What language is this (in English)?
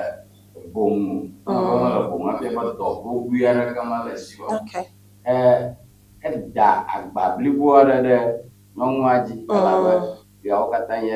Ewe